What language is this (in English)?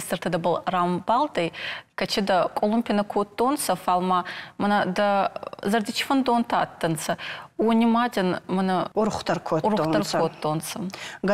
Ossetic